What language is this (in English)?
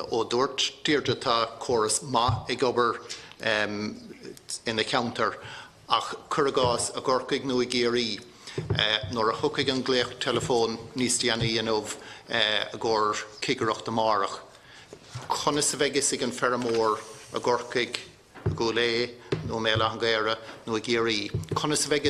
Irish